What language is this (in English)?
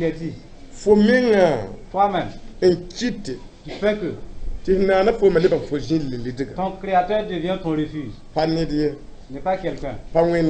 Mossi